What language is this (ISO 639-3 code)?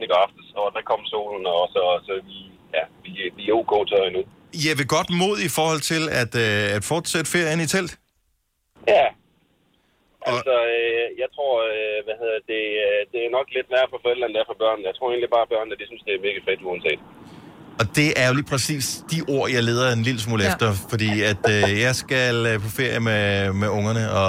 dan